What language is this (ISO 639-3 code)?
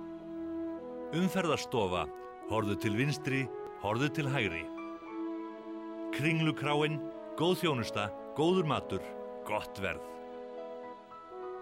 isl